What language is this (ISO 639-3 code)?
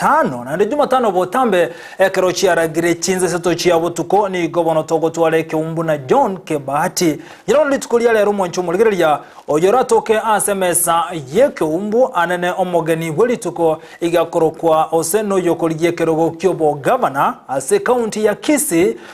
guz